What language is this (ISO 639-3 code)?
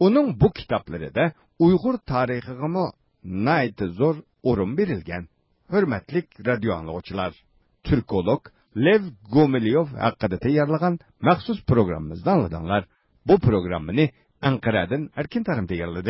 uig